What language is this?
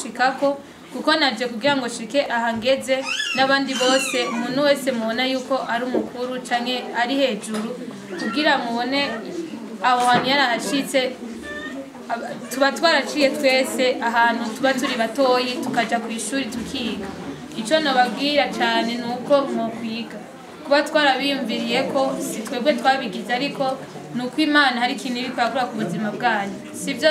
Rundi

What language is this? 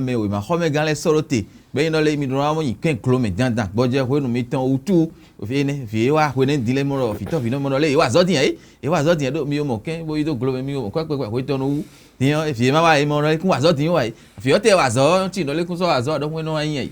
Fon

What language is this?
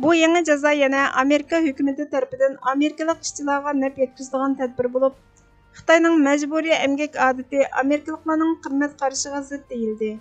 Uyghur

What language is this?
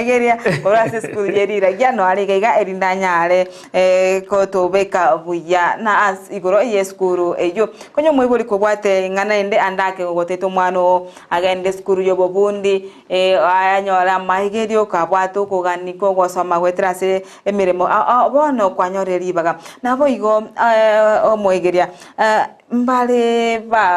Gusii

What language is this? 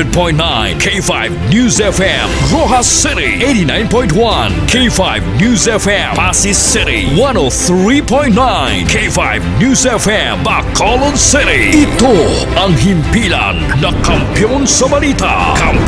Hiligaynon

